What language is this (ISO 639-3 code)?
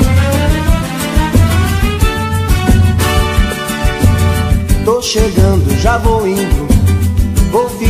por